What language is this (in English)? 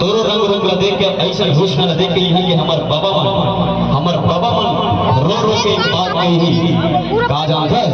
Chhattisgarhi